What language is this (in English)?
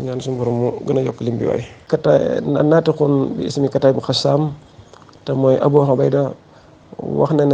Wolof